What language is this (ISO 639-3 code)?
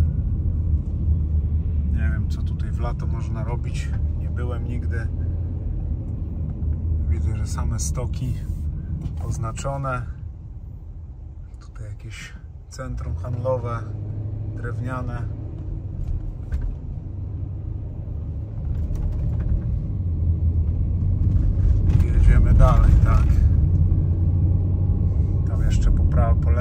pol